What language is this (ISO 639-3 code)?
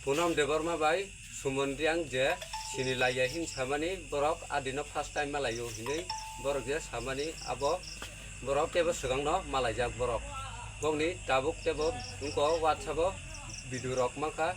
trp